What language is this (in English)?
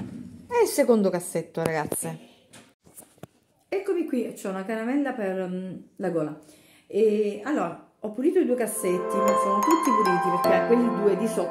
Italian